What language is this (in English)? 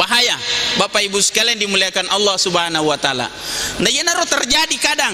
Buginese